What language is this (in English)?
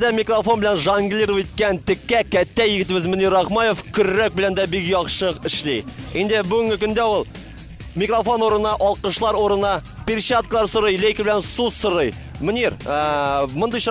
Tatar